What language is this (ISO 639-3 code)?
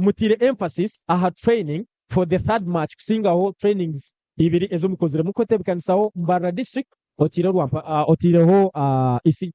nyn